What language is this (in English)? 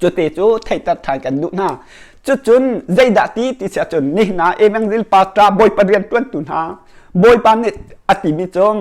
Hakha Chin